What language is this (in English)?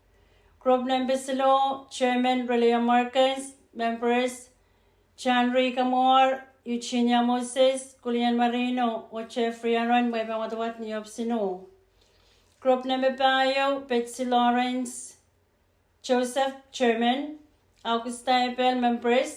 Pohnpeian